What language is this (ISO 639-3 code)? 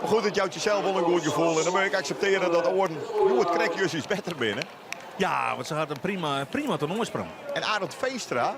fry